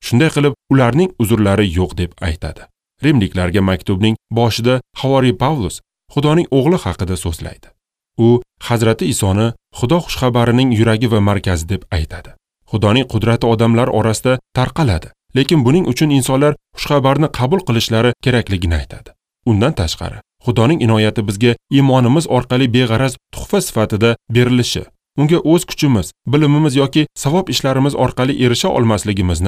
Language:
Uzbek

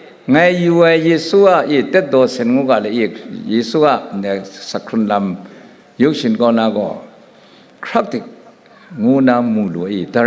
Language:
Kachin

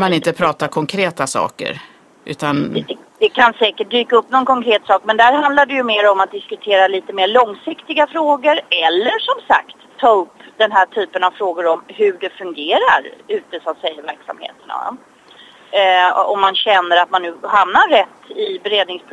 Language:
Swedish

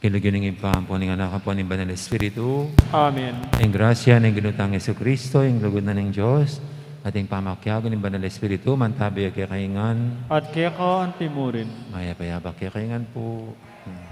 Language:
Pampanga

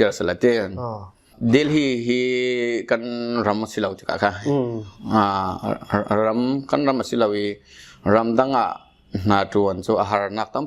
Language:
Falam Chin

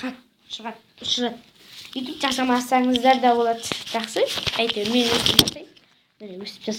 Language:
Kazakh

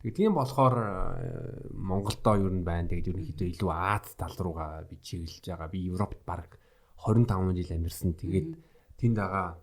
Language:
Mongolian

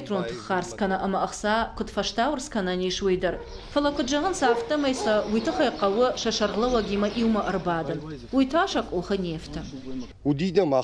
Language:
Ossetic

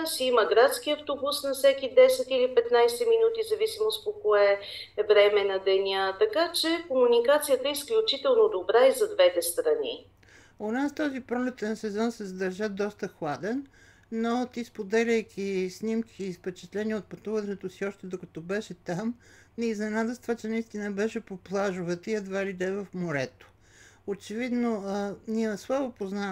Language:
Bulgarian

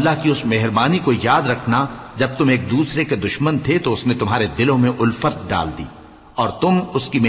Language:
Urdu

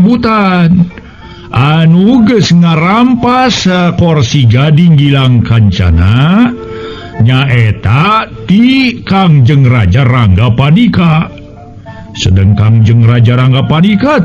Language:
Sundanese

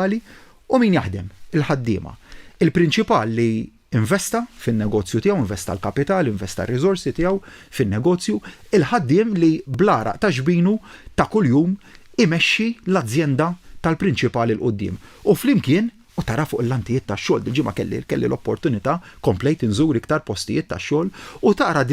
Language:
Maltese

